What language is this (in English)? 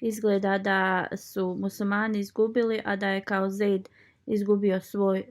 Bosnian